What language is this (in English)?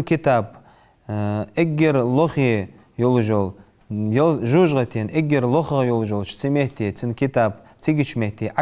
Ingush